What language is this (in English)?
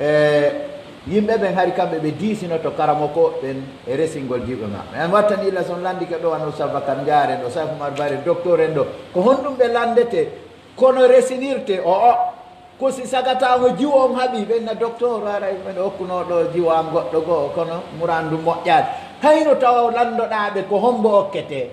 Pular